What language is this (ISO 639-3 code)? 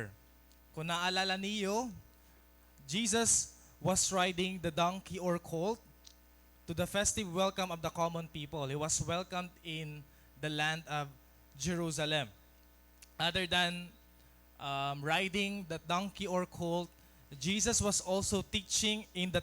war